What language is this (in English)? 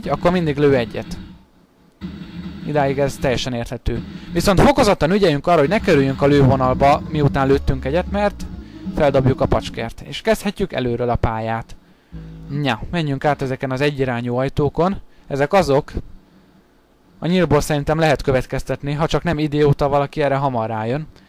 Hungarian